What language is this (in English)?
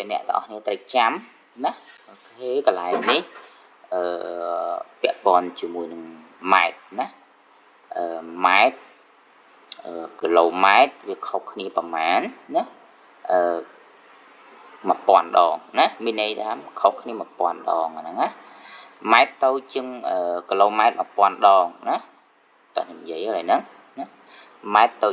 Khmer